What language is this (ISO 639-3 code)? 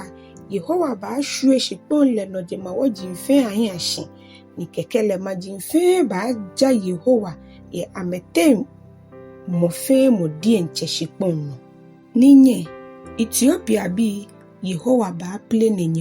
gaa